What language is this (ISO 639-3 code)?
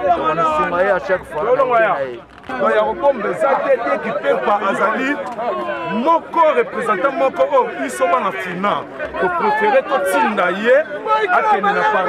lin